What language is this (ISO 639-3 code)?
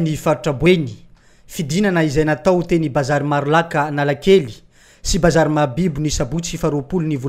mlg